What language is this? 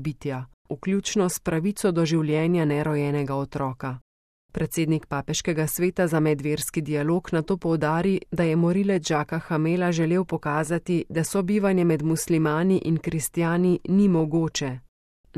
Slovenian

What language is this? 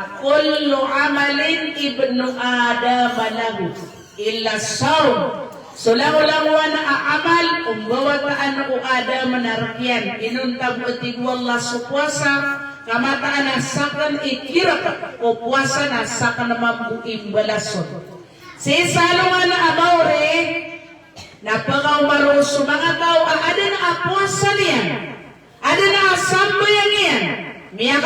Maranao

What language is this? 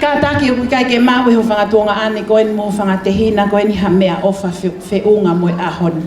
Tongan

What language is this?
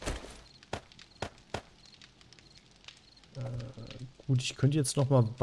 German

